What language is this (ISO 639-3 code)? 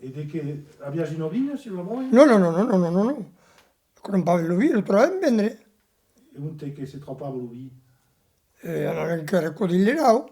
oci